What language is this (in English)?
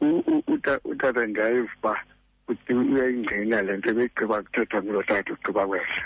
Xhosa